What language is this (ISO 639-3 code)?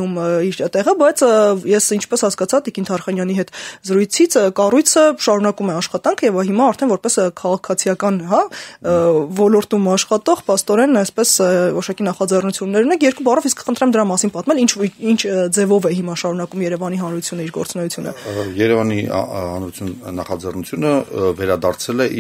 hye